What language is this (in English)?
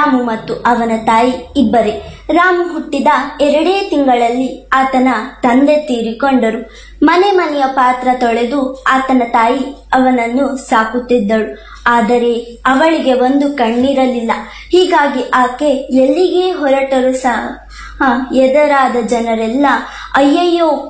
Kannada